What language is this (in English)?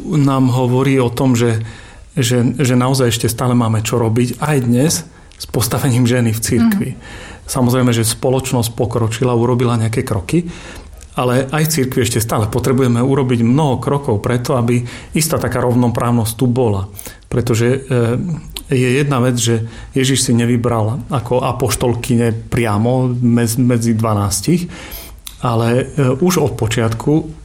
Slovak